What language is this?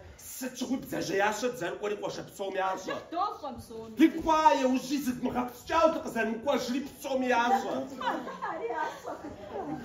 Kabardian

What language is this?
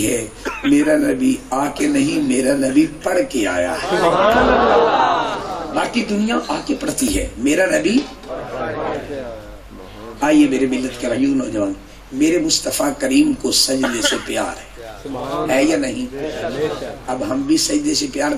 Urdu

